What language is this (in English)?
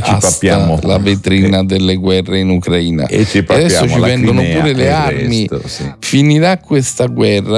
Italian